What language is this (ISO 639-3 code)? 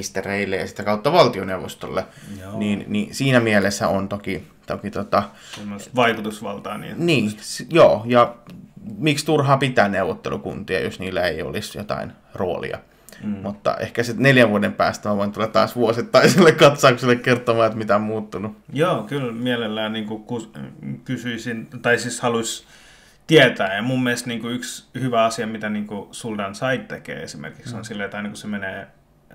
fin